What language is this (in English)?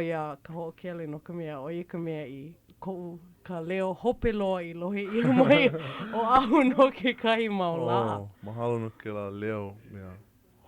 Hawaiian